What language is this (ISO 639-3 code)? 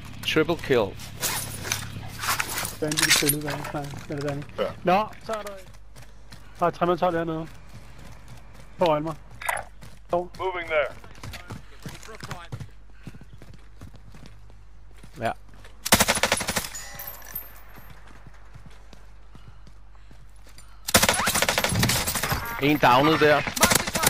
dan